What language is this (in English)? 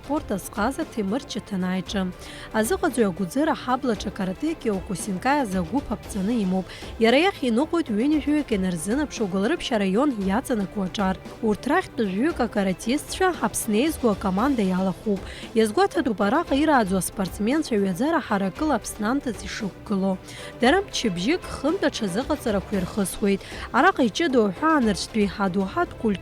Abkhazian